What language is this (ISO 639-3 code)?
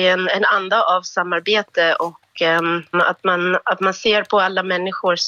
swe